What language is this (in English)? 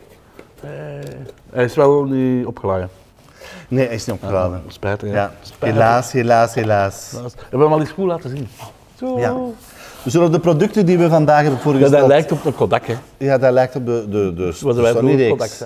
Dutch